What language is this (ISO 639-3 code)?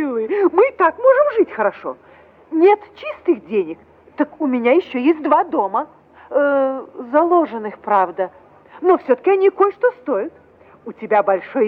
rus